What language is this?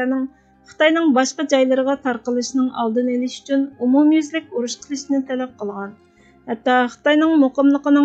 Uyghur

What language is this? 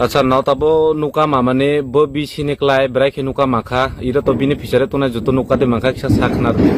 Riang (India)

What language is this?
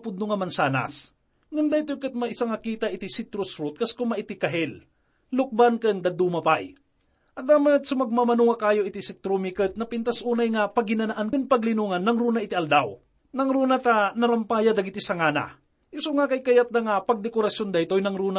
Iloko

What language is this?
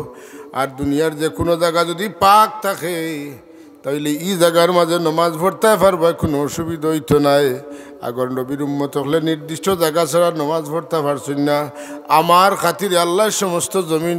Sylheti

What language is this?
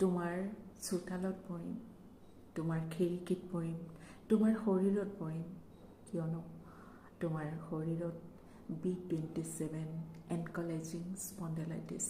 Assamese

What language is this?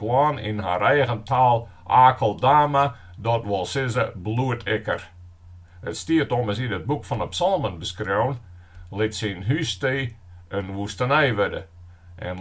Western Frisian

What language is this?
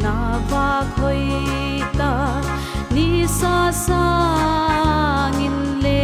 Paite Chin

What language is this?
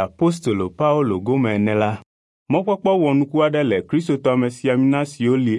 Ewe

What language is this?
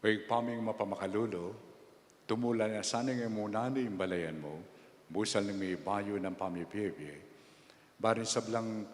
Pampanga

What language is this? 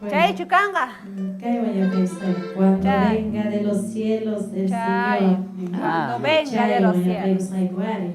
South Bolivian Quechua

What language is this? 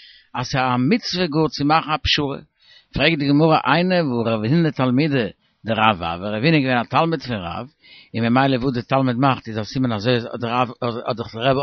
Yiddish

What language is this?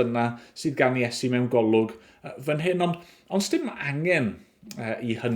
Welsh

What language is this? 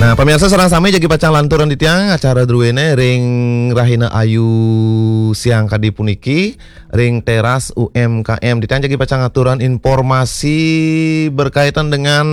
Balinese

